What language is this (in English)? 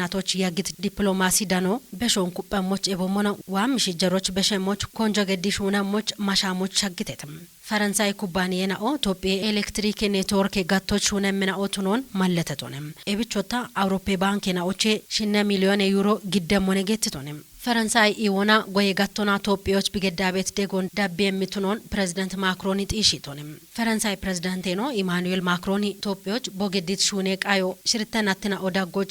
Kafa